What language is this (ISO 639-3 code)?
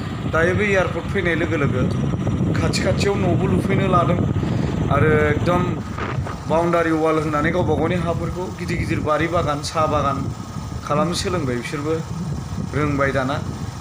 brx